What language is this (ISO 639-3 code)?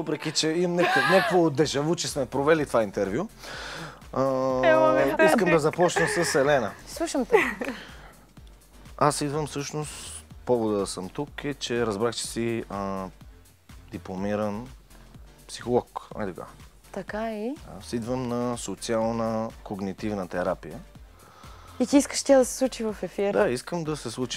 bul